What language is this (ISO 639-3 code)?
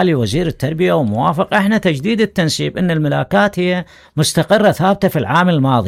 acm